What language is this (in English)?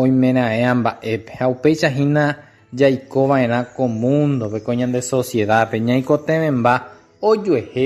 Guarani